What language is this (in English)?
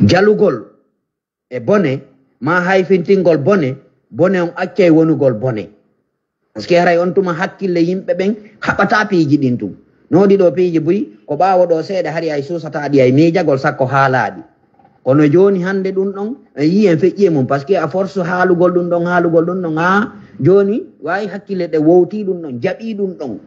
Fula